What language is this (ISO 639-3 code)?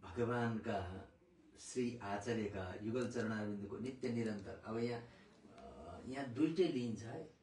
nep